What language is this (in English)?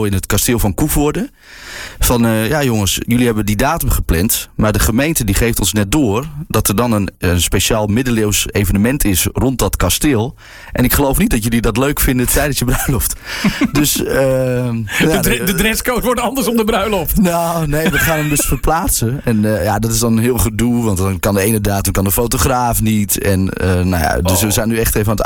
Dutch